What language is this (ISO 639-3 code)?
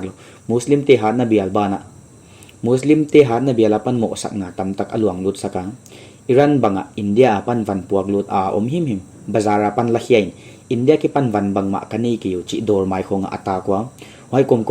pck